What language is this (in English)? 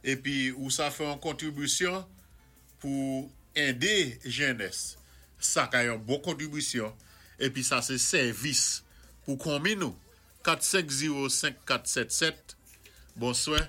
Saint Lucian Creole French